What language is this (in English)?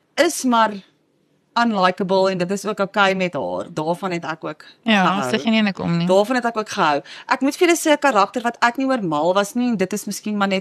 Afrikaans